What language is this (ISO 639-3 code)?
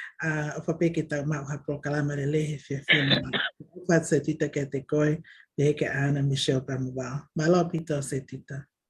ton